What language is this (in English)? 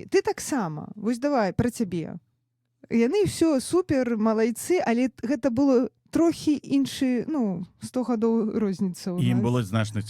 Belarusian